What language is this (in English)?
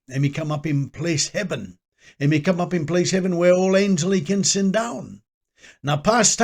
Tok Pisin